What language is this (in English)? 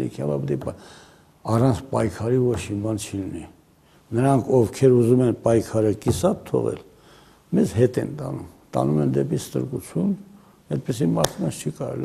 Armenian